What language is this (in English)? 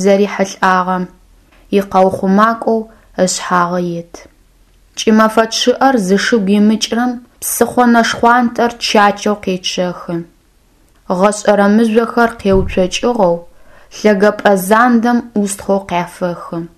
Adyghe